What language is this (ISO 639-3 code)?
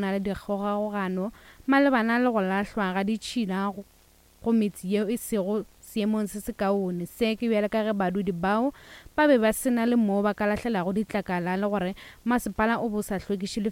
nso